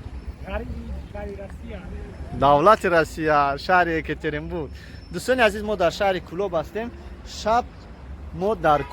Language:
Tajik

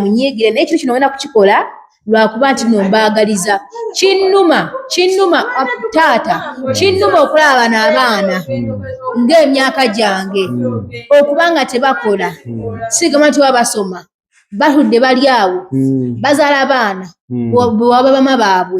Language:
Ganda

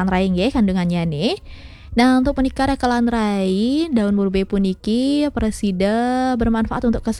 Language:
Balinese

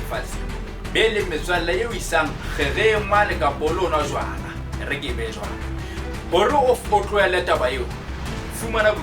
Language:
Southern Sotho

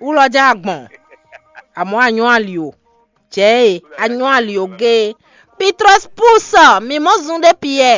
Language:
Fon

